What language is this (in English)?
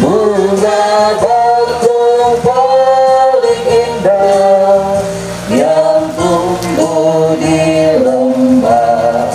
Toraja-Sa'dan